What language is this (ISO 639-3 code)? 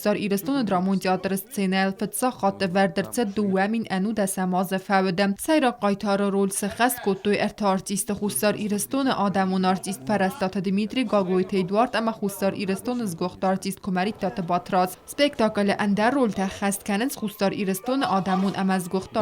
oss